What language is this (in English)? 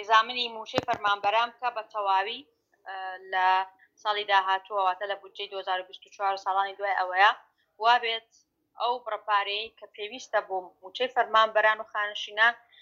Central Kurdish